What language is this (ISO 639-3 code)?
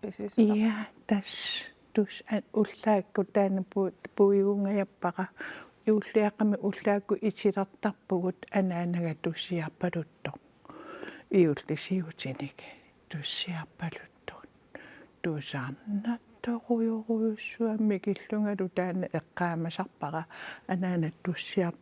kal